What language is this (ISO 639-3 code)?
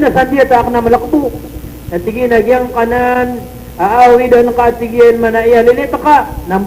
mrw